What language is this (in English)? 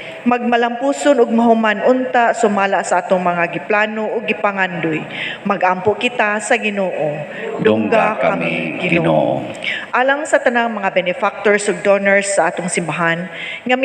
Cebuano